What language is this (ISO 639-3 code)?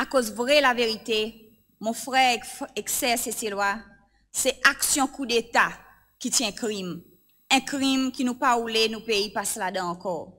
crs